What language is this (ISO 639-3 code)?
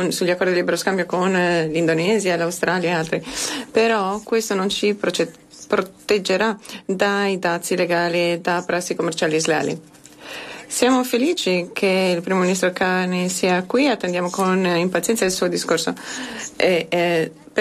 ita